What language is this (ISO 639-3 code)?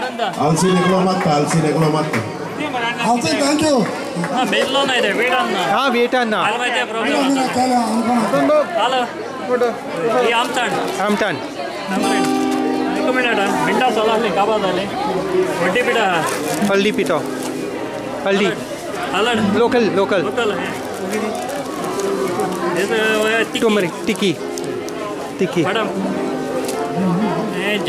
kok